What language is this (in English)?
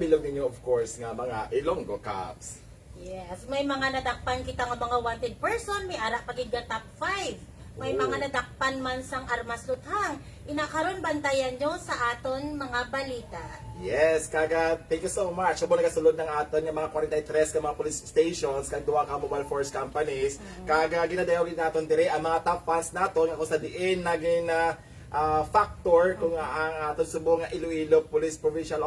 Hiligaynon